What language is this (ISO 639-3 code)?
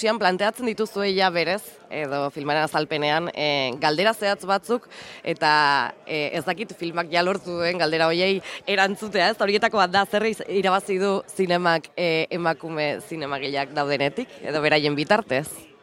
eus